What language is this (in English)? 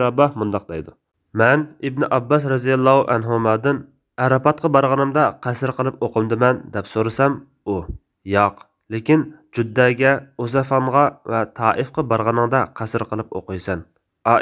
Uyghur